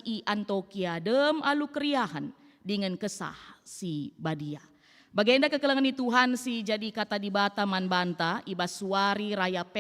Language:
Batak Karo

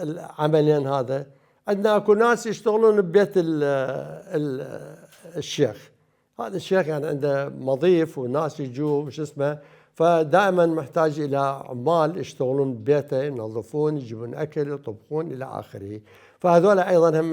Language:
Mesopotamian Arabic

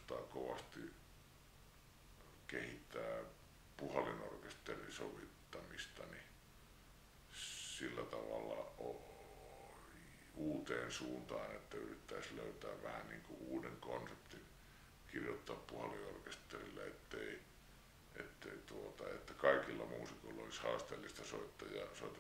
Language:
Finnish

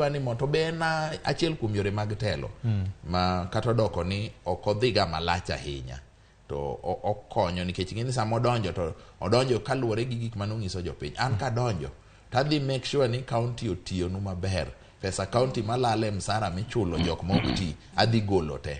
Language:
Luo (Kenya and Tanzania)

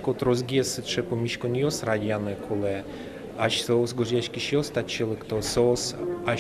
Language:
Udmurt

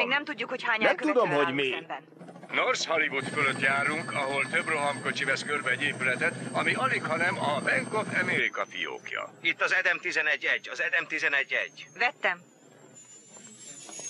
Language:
Hungarian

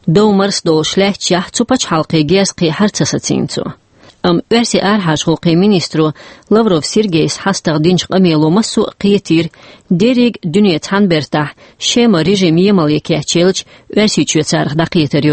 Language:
Chechen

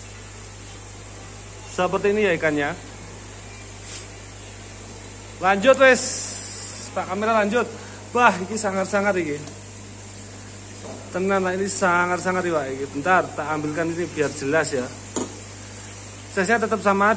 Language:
Indonesian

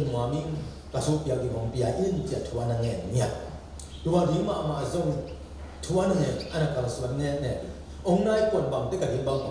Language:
Tedim Chin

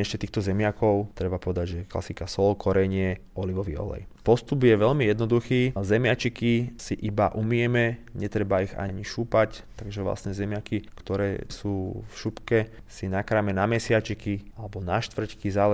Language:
Slovak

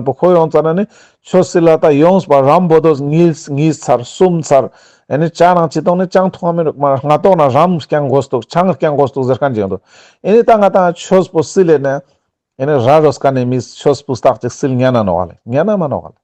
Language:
Ladakhi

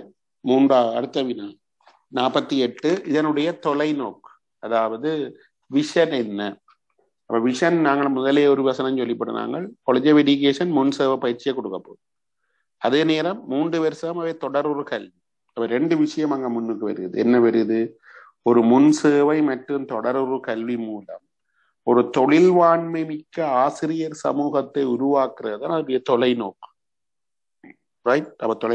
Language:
Tamil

